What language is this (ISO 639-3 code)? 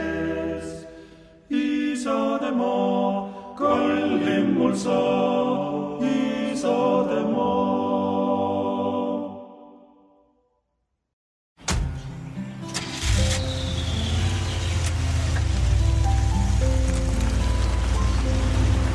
est